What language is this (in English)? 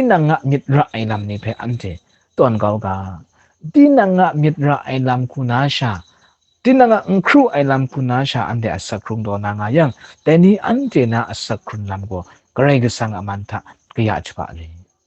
Kachin